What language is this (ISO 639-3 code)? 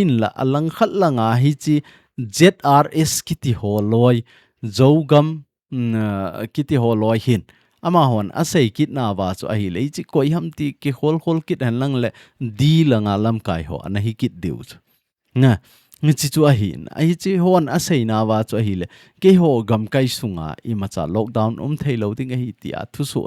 tcz